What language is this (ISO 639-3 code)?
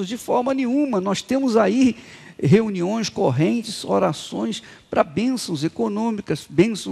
por